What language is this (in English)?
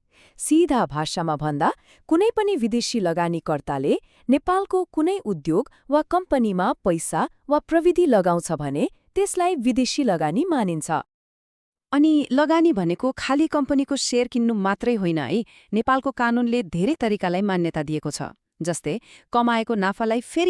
Nepali